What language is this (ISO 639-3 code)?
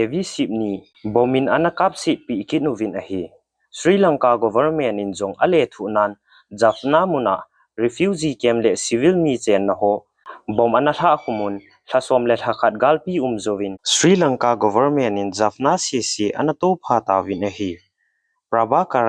tcz